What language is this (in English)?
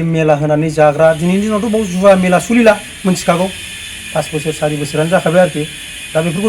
Bodo